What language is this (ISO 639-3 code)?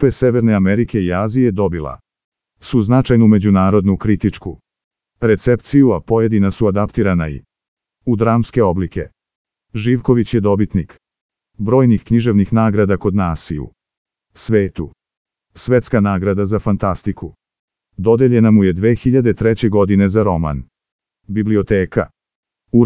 srp